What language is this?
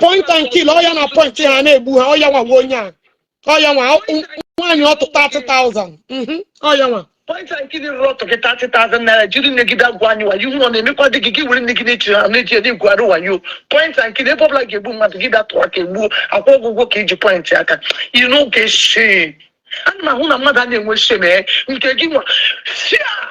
Igbo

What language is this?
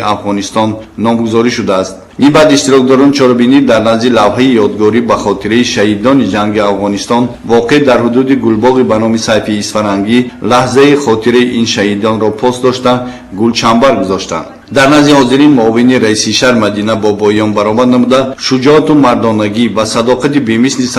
Tajik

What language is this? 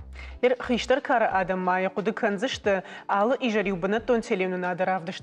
Ossetic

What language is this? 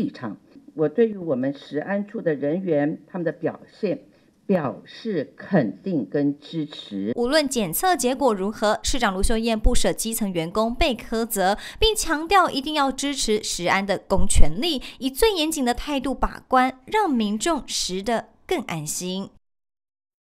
Chinese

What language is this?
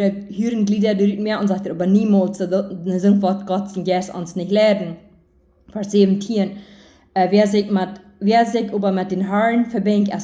Plautdietsch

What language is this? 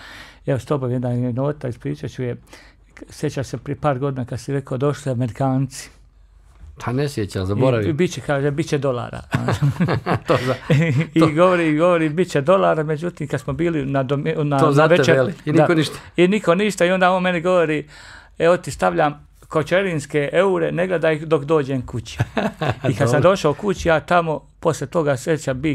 Croatian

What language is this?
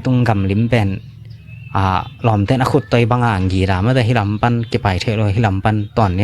Tedim Chin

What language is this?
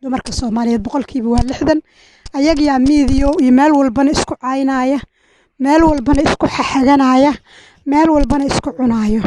Somali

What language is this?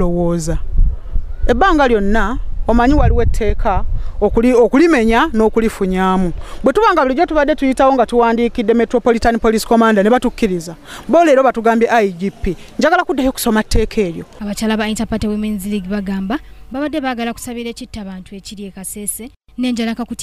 Ganda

